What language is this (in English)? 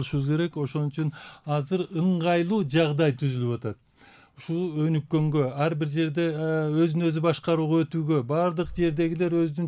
Kyrgyz